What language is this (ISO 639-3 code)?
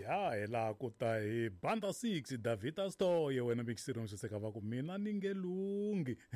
tso